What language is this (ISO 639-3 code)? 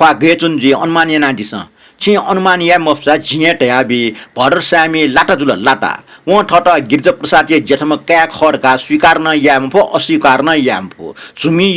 new